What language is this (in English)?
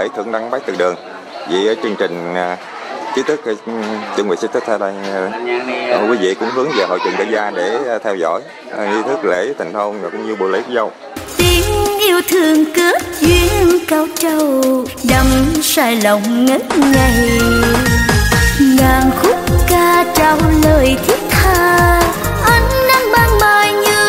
Vietnamese